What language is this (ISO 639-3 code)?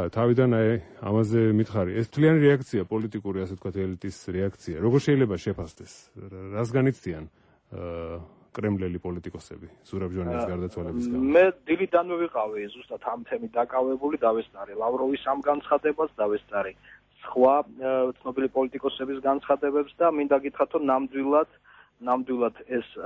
kat